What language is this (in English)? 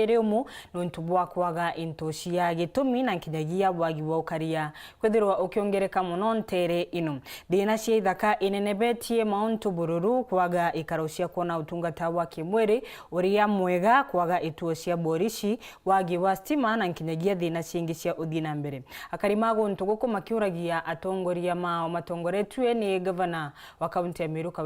Meru